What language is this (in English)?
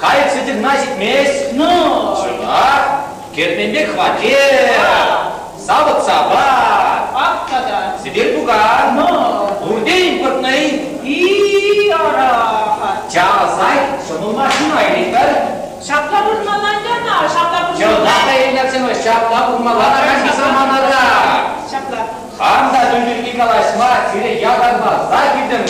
Chuvash